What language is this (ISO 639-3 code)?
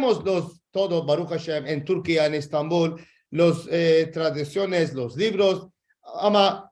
lad